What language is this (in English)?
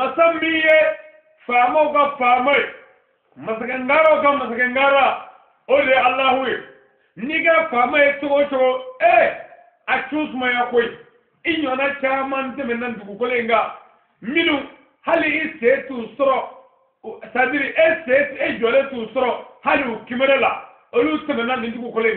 Bambara